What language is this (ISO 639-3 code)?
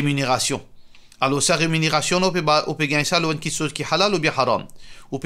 mfe